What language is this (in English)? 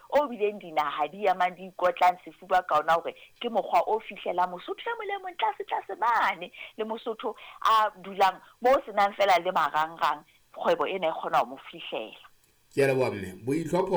Southern Sotho